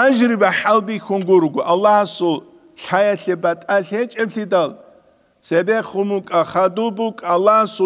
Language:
Avaric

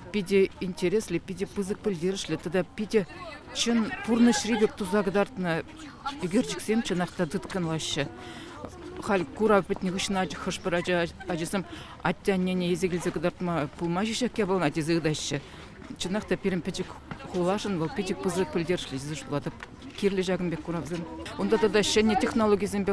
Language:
Chuvash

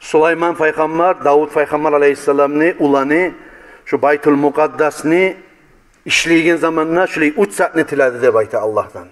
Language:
Kumyk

